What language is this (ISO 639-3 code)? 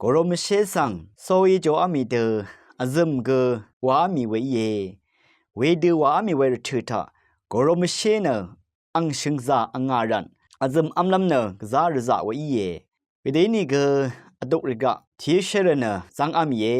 raw